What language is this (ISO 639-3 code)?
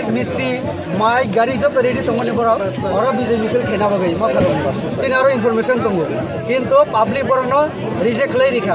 trp